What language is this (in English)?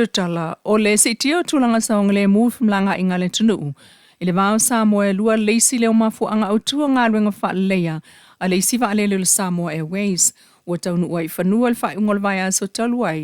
Samoan